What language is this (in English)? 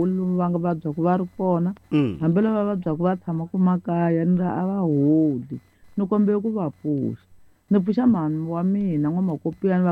Tsonga